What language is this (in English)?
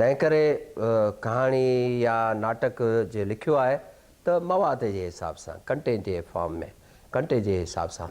Sindhi